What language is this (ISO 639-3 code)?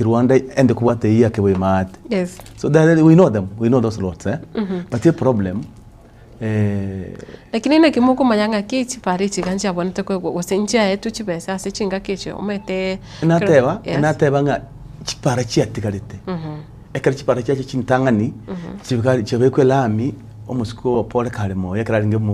guz